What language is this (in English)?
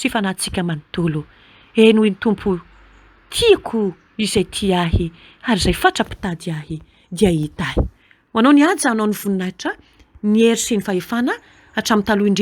Malagasy